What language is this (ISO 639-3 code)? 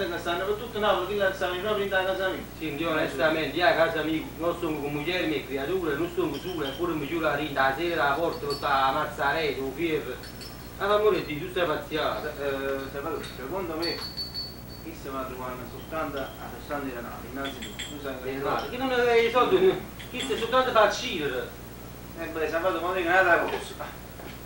nap